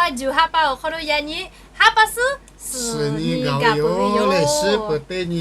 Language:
Lahu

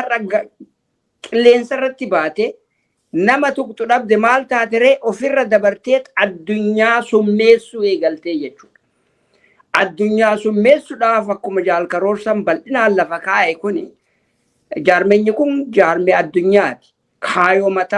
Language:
Oromo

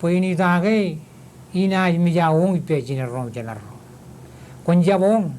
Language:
Marshallese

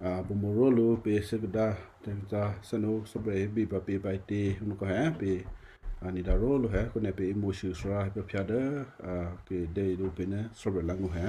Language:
Western Kayah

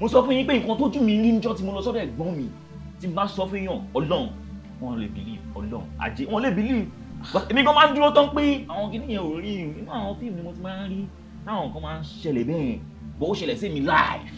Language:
Yoruba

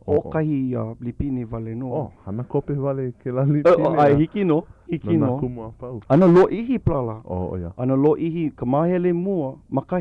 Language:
Hawaiian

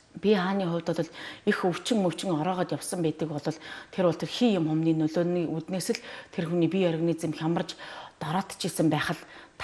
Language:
Mongolian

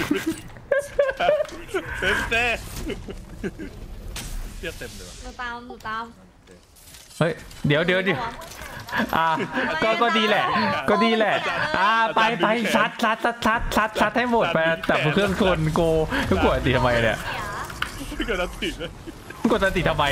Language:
Thai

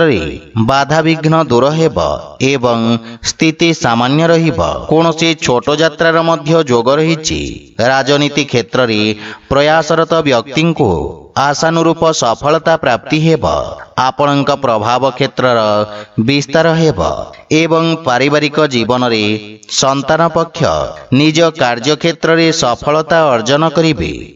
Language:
Odia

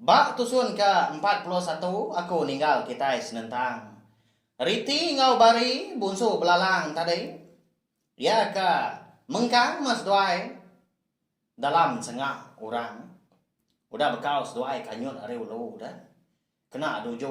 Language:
Iban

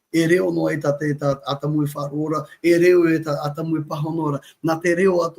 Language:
Tahitian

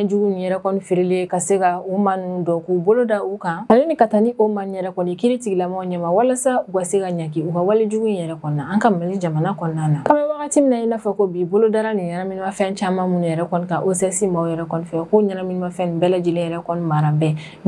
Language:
Bambara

